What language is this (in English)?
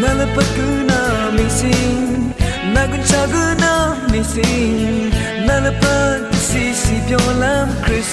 Rawang